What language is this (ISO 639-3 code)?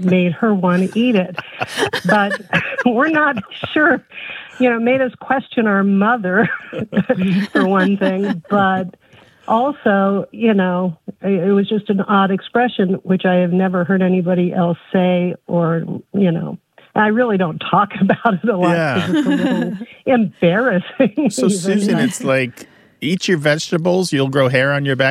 eng